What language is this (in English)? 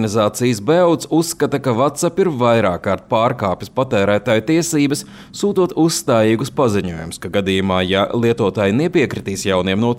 Latvian